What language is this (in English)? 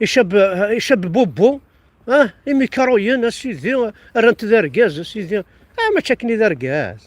Kabyle